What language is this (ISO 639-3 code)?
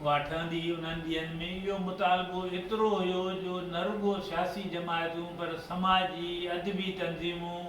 snd